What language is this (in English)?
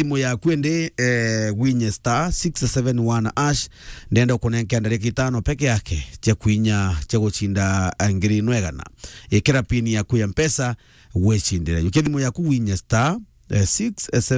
Meru